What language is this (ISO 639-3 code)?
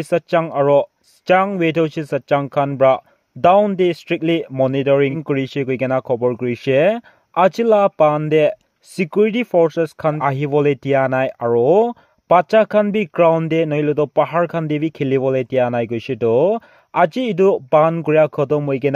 nag